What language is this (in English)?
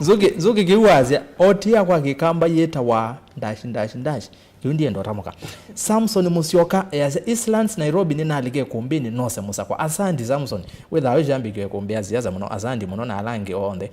Kamba